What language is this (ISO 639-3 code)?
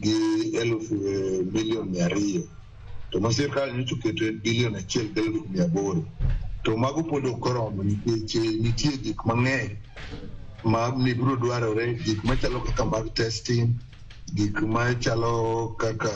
luo